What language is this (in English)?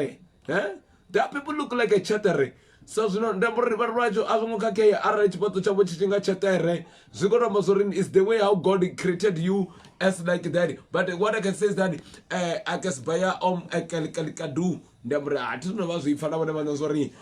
Venda